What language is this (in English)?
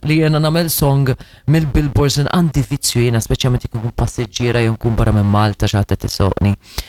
Maltese